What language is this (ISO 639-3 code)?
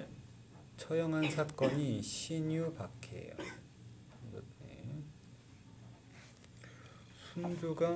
kor